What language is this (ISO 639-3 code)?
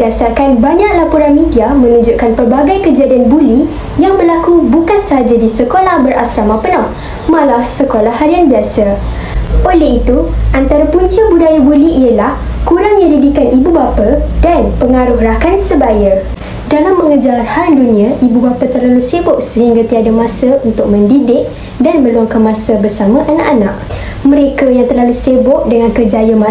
msa